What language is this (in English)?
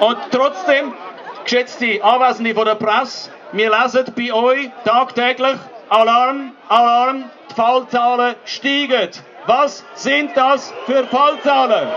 Swiss German